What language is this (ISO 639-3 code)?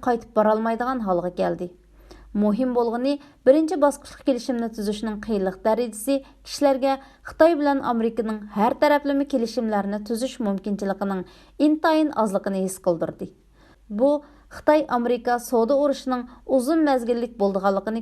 uig